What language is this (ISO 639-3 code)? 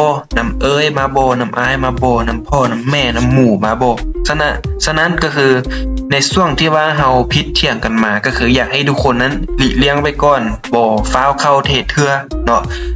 lao